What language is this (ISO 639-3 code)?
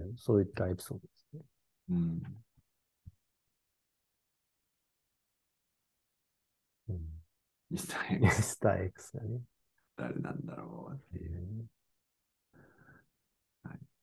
jpn